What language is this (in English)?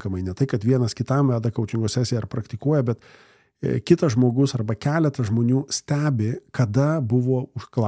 Lithuanian